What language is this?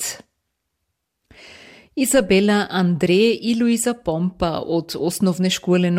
Croatian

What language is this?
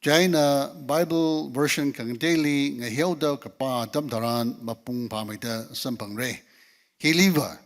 Tangkhul Naga (India)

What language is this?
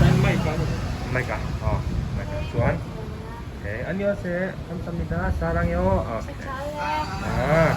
Mizo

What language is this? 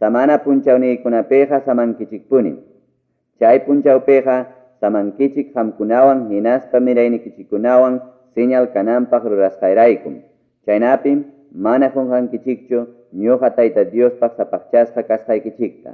Ayacucho Quechua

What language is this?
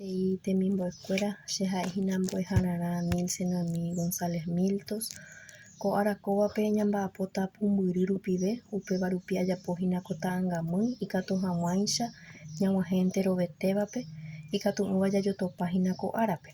Guarani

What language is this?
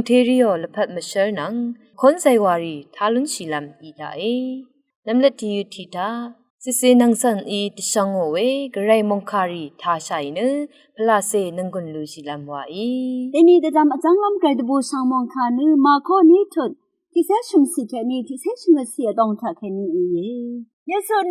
Rawang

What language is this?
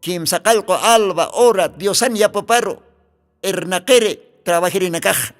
Aymara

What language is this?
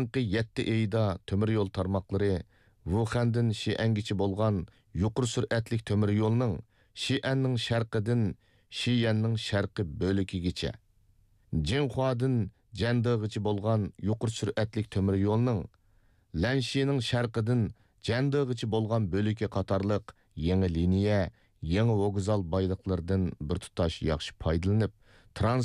Uyghur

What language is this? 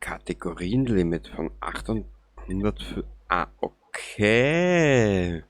Bavarian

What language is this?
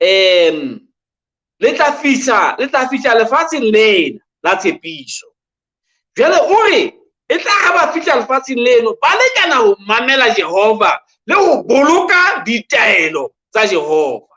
Southern Sotho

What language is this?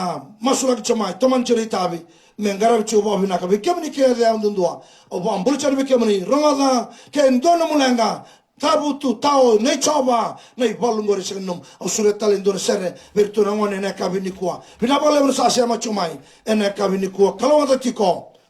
Fijian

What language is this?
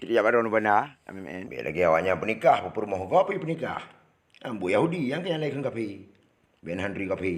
Achinese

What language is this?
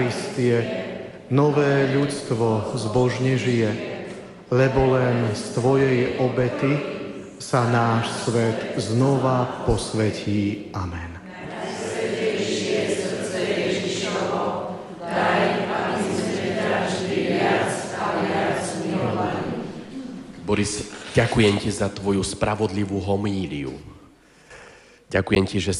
Slovak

